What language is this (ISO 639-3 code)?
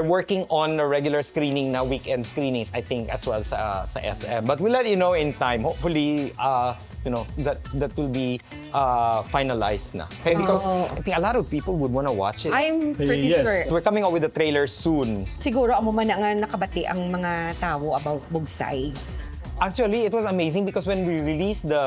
hil